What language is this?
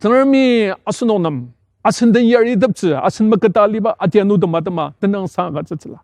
Ao Naga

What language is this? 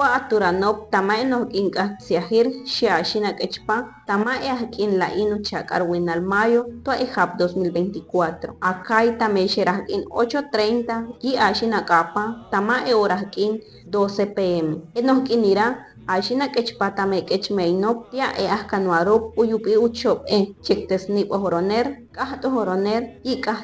Chortí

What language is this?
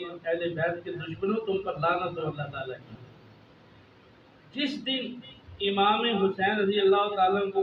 Urdu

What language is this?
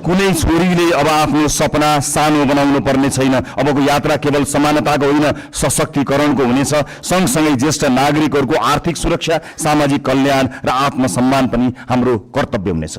Nepali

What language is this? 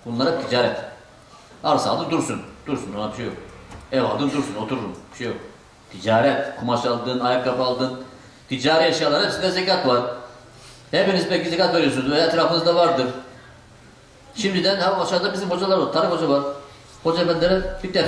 Turkish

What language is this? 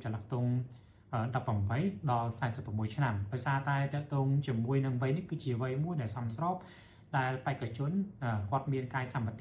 Khmer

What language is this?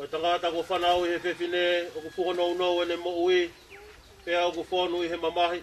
Tongan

